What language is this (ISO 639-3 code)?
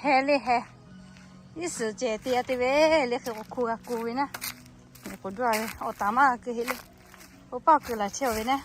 lhu